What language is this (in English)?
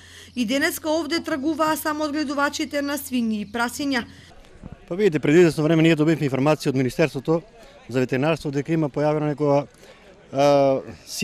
Macedonian